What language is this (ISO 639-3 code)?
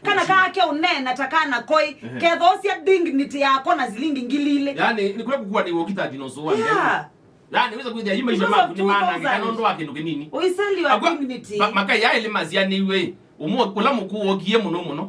kam